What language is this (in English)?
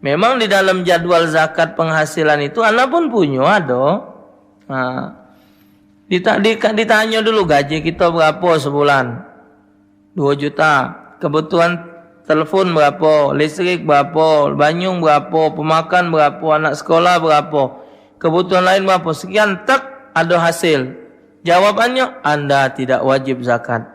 Musi